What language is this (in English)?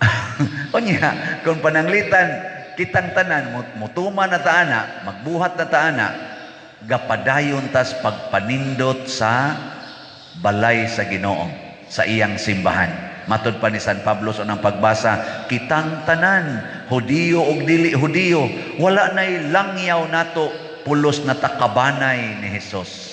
Cebuano